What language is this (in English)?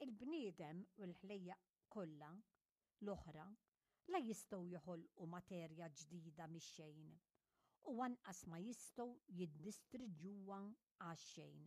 Maltese